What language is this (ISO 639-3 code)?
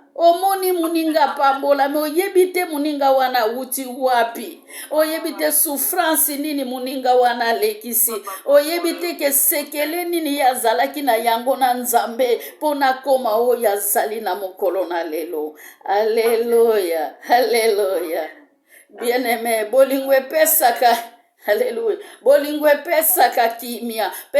lin